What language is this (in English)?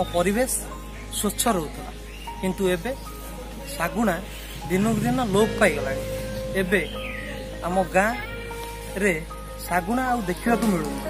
Odia